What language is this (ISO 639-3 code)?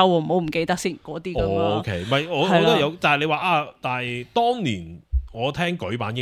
yue